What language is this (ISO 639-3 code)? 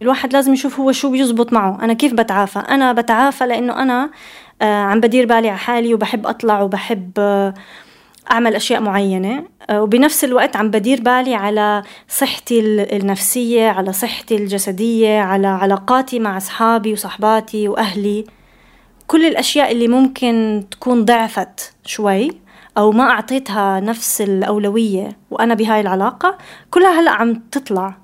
apc